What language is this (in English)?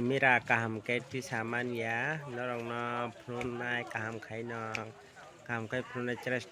Kok Borok